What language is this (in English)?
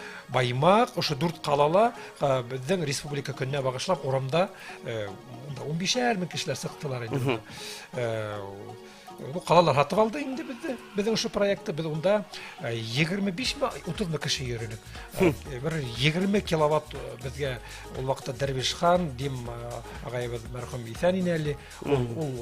Bashkir